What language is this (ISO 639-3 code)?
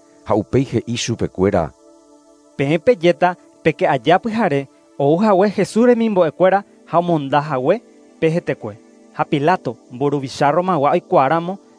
grn